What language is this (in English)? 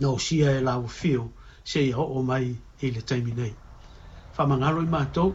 Samoan